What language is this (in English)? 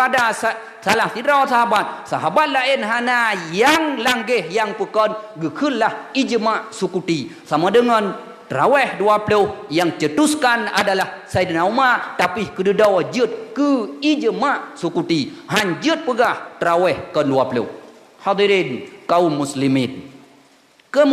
Achinese